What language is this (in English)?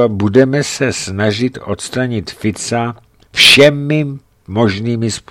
Czech